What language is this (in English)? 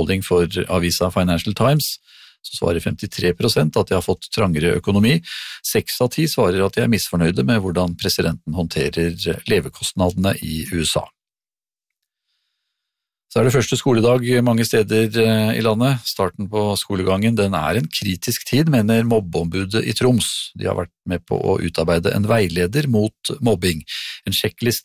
Norwegian